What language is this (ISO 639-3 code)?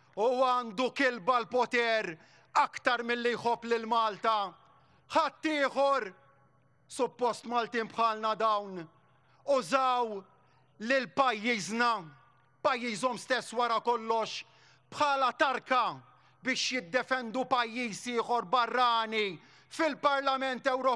mlt